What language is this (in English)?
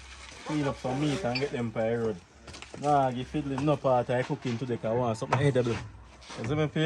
Jamaican Creole English